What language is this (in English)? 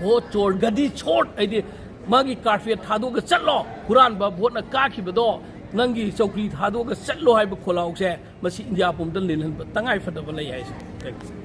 Manipuri